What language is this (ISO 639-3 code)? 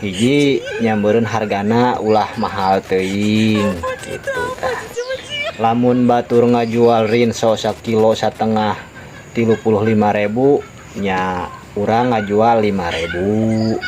sun